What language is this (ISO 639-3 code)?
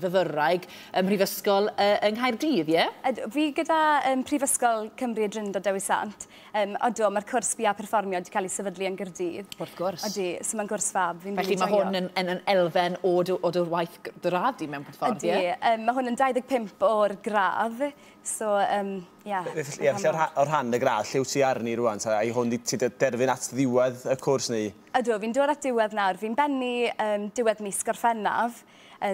cym